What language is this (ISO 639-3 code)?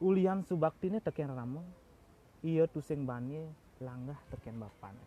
ban